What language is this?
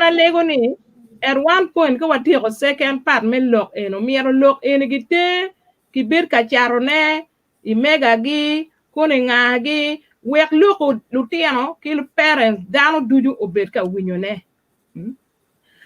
Acoli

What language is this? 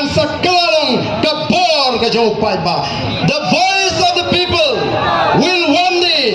Khasi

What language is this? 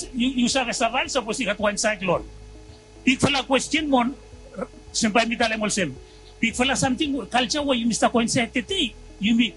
Bislama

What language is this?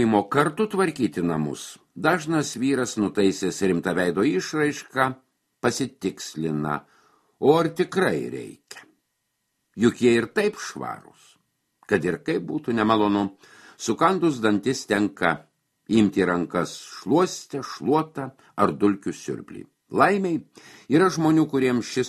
Lithuanian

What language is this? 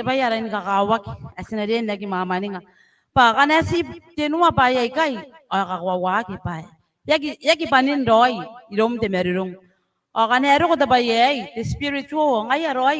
Gilbertese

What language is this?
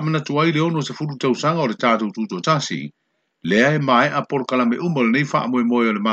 Samoan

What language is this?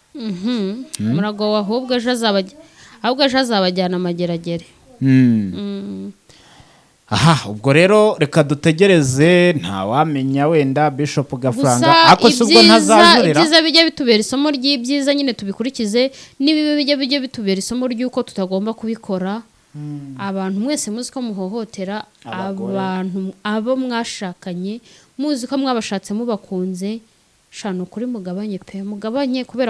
Kinyarwanda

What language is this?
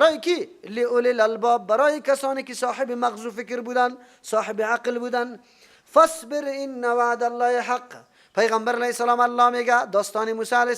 Persian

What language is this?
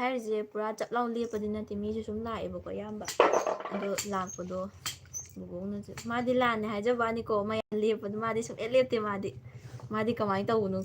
Manipuri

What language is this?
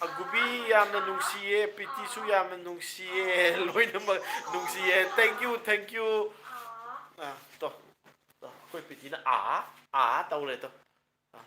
Manipuri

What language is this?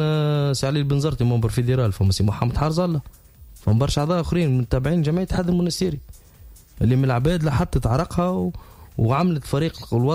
Tunisian Arabic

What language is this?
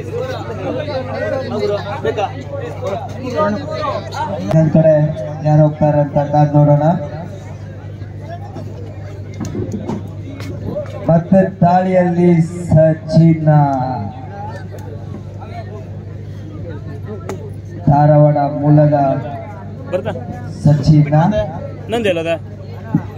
Kannada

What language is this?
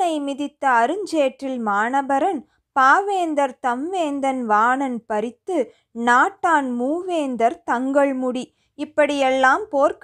Tamil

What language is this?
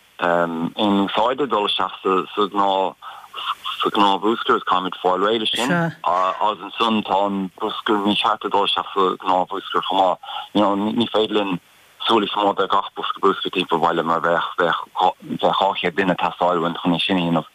Irish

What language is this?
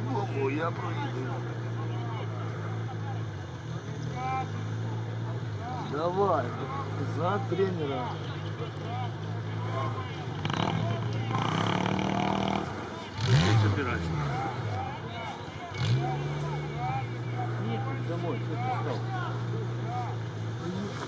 Russian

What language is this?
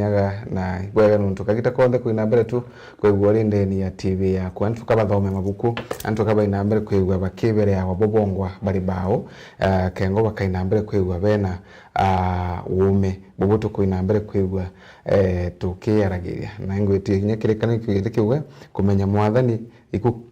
Meru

